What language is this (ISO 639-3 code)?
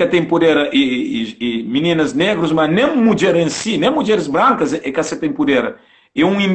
kea